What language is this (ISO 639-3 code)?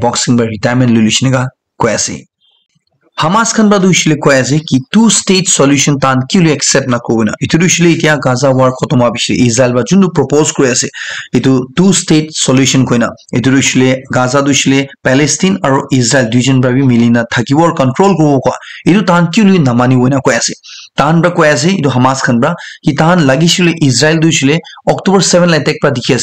nag